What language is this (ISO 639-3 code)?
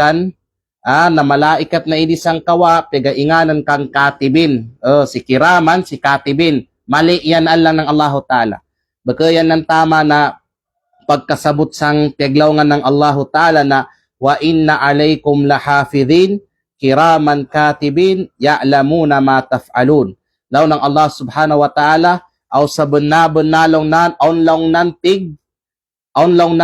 kqe